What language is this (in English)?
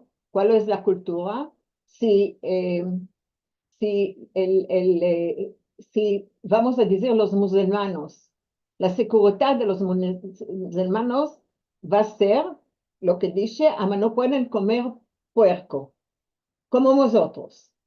Ladino